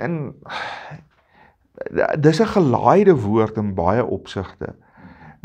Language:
Afrikaans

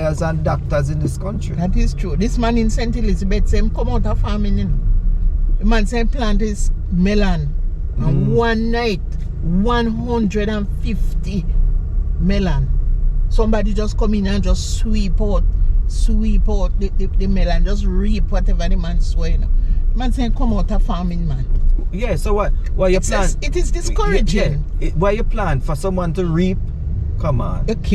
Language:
Jamaican Creole English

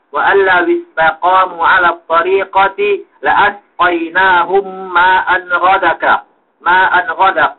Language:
Yakan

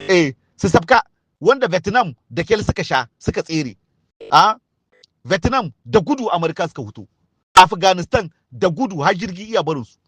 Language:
Hausa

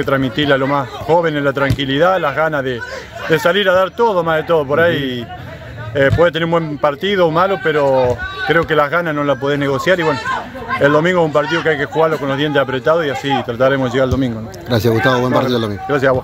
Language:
Spanish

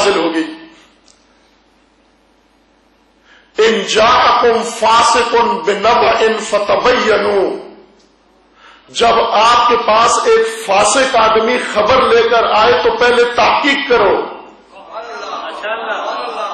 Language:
Urdu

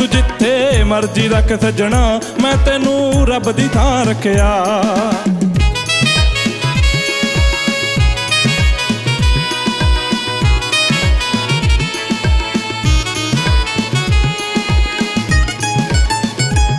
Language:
Punjabi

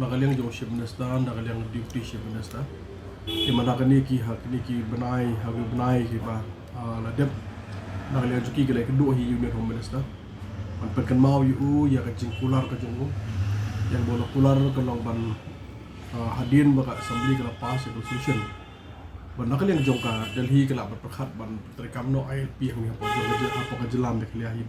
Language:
Khasi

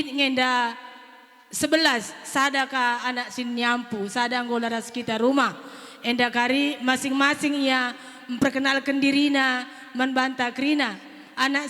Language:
Batak Karo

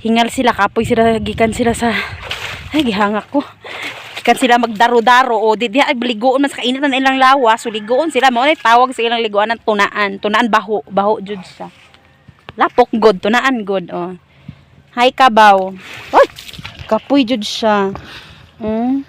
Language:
Cebuano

